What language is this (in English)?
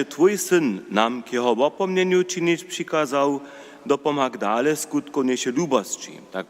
Upper Sorbian